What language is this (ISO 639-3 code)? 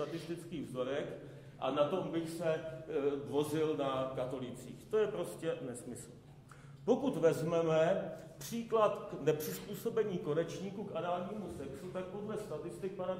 ces